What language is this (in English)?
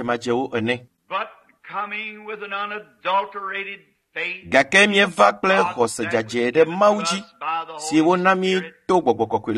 Ewe